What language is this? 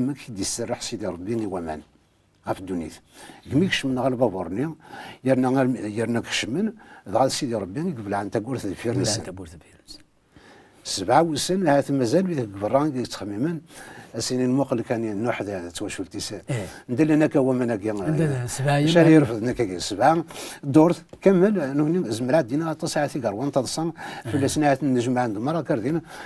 Kabyle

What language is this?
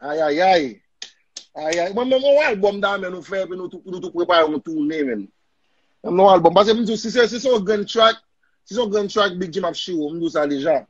Haitian Creole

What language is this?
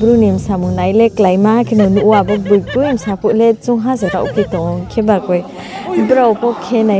Riang (India)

